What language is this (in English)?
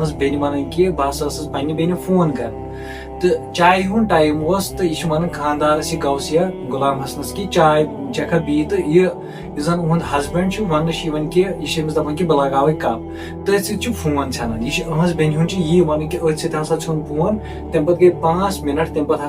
Kashmiri